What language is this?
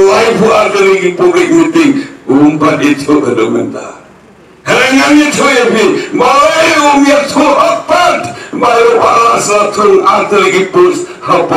Khasi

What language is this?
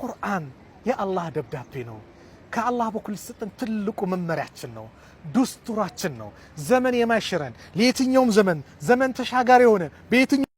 Amharic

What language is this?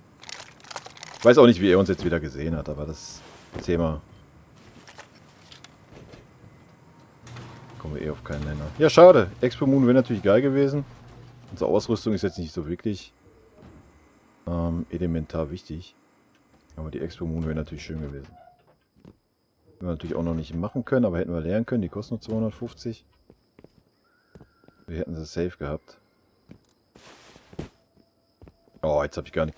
German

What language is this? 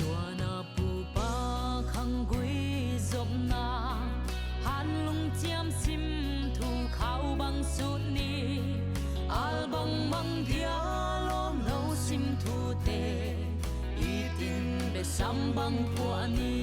Paite Chin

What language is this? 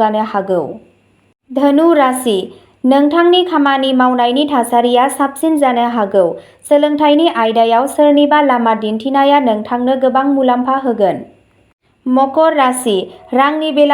Bodo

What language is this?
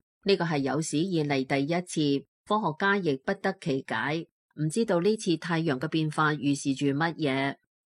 Cantonese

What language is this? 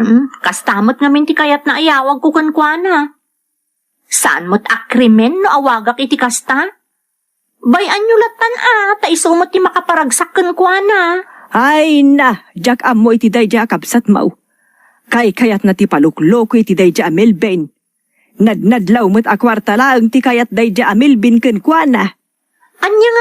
Iloko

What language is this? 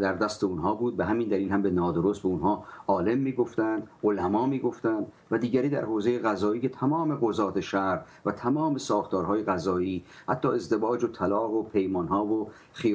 Persian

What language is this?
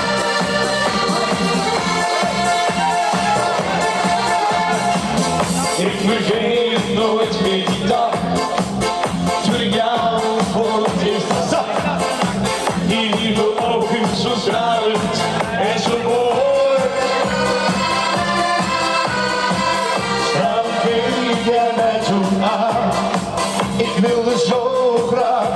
Dutch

